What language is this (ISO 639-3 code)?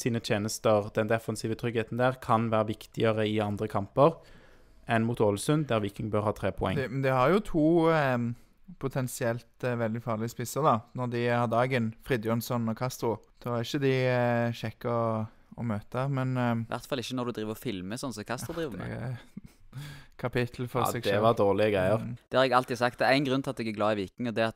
nor